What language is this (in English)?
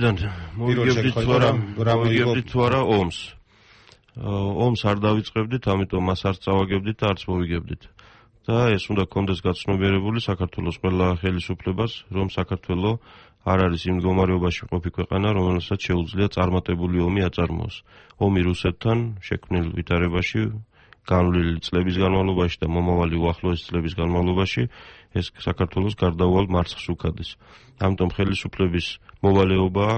Georgian